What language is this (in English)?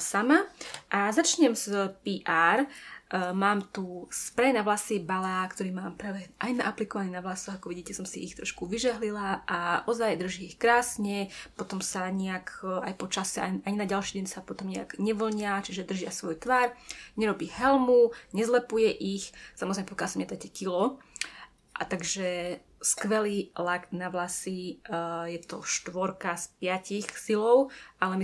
Slovak